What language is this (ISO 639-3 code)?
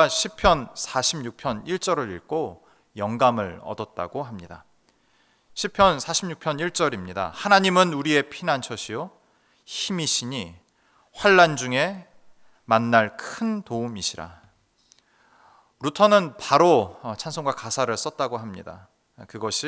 kor